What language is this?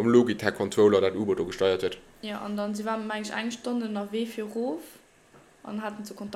Luxembourgish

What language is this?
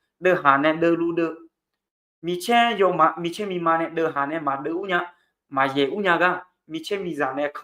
Akha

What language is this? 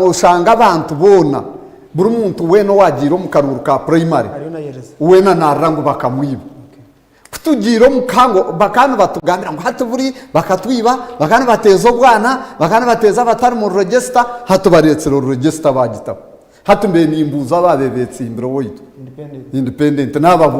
Nyankole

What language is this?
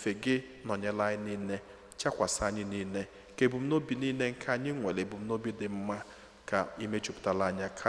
Igbo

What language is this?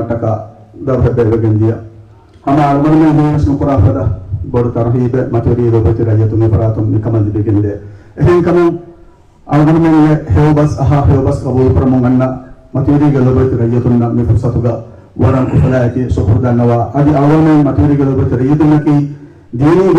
Divehi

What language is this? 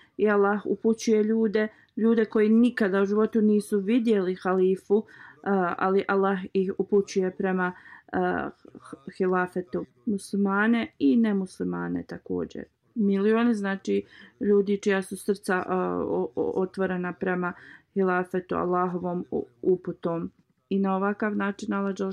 Bosnian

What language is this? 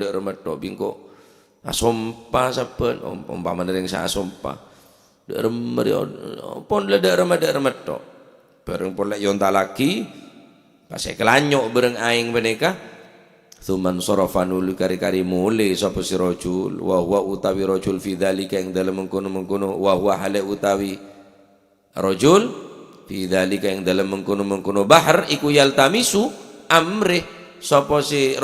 Madurese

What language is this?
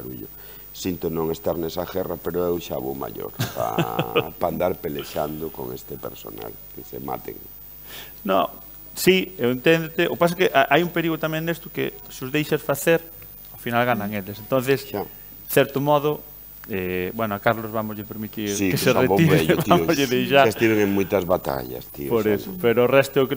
Galician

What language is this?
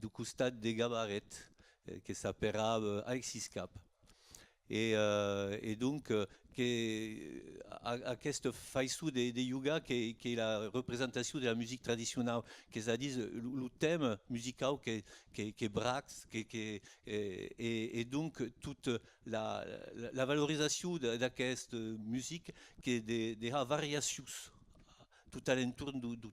Occitan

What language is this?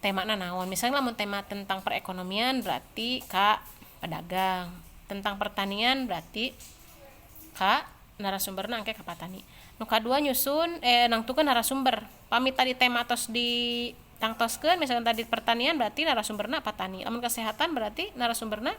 Sundanese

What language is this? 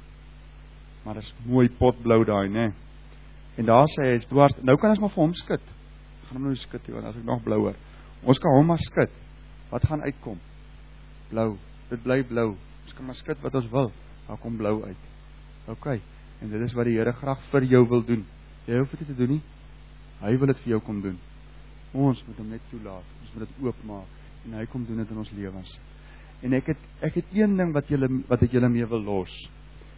Afrikaans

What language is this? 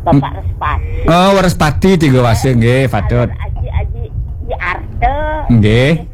Balinese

